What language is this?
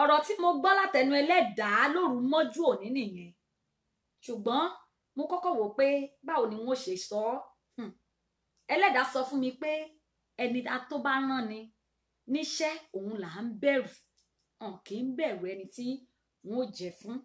Yoruba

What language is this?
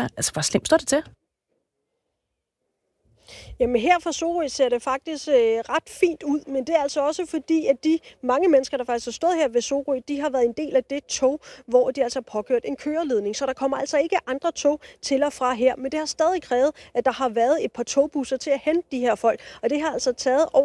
Danish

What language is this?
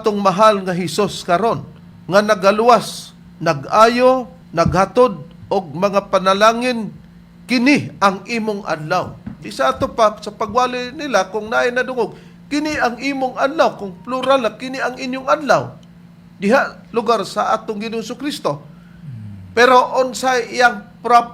Cebuano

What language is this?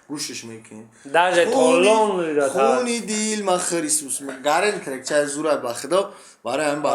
Tajik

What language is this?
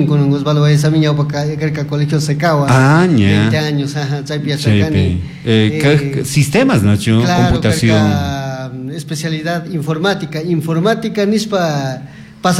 Chimborazo Highland Quichua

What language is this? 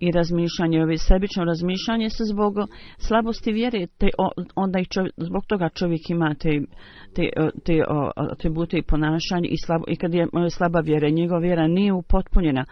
Bosnian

